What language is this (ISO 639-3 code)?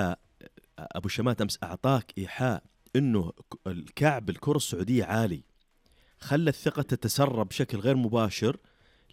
ars